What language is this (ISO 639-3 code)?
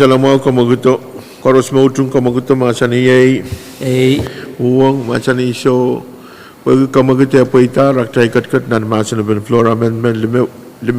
pon